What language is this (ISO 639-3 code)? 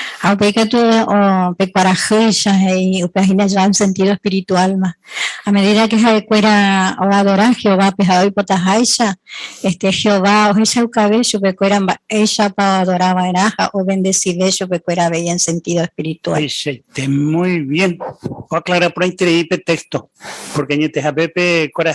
grn